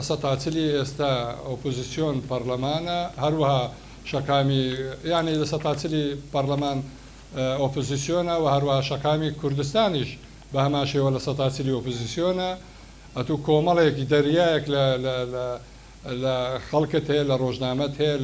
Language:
Central Kurdish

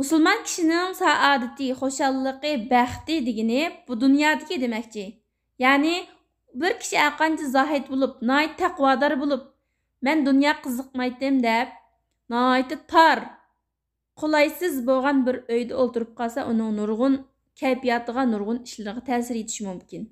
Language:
Uyghur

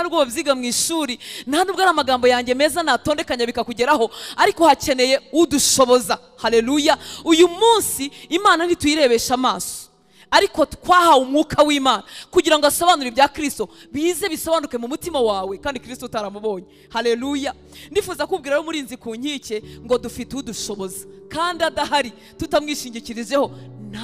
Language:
Kinyarwanda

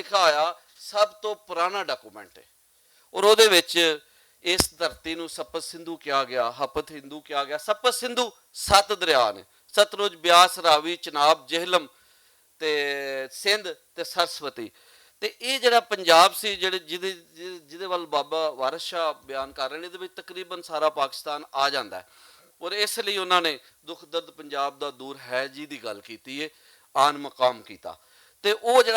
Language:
Western Panjabi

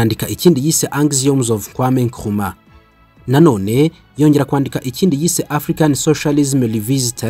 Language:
Kinyarwanda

